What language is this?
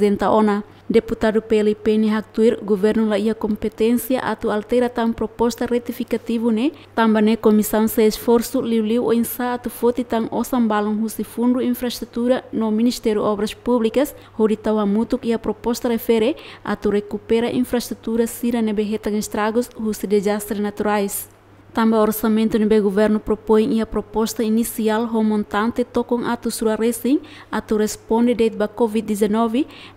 Tetum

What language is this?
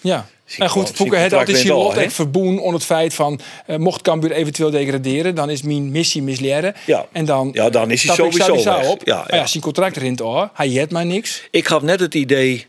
Western Frisian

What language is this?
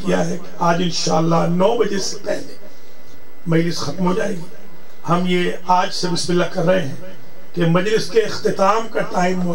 Urdu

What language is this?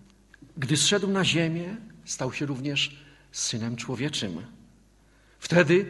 Polish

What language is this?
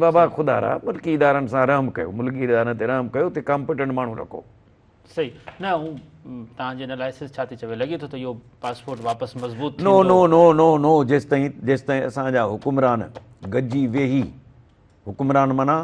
Sindhi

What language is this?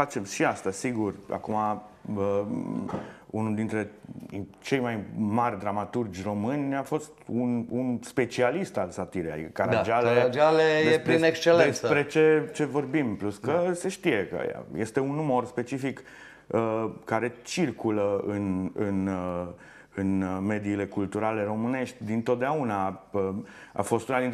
Romanian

